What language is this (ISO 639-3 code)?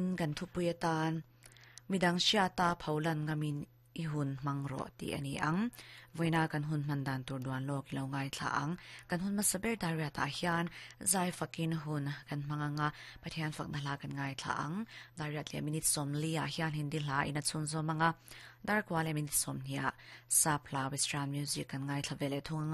lus